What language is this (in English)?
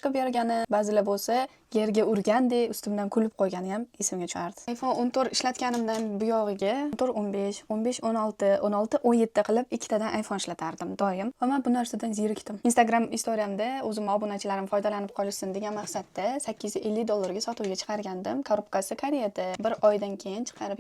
Uzbek